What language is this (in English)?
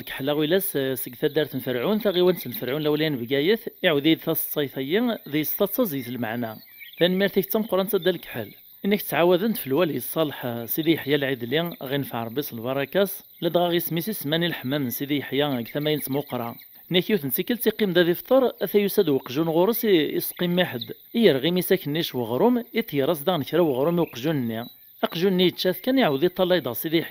Kabyle